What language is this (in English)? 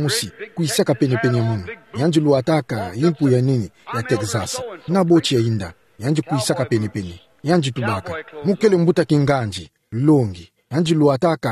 Kituba (Democratic Republic of Congo)